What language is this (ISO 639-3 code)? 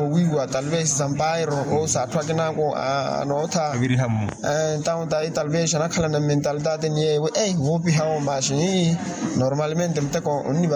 vmw